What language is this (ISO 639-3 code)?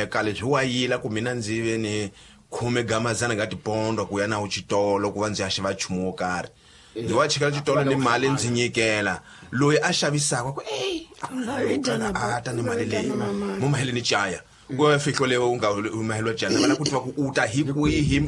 tso